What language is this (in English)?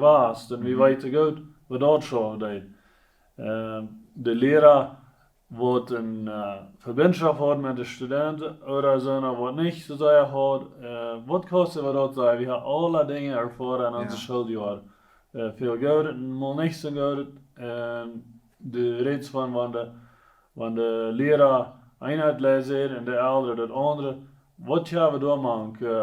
Plautdietsch